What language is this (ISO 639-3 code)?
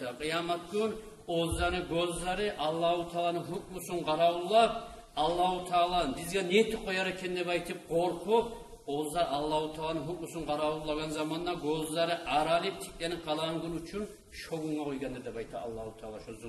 kum